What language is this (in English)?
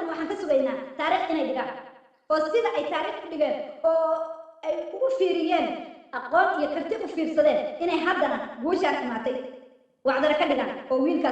Somali